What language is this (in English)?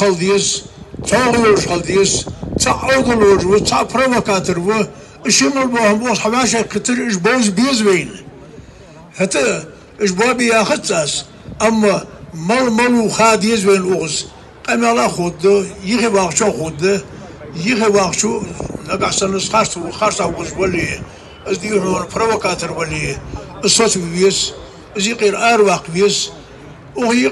Ingush